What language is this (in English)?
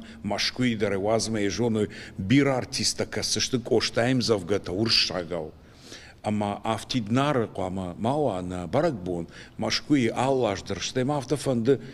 Ossetic